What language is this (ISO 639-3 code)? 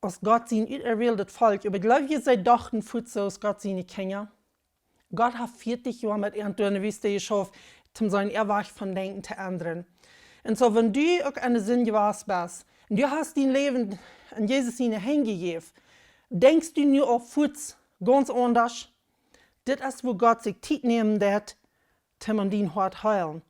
pdt